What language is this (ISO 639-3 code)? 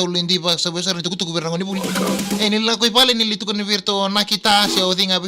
fij